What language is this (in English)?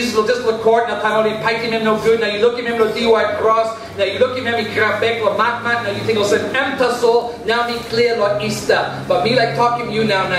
Tok Pisin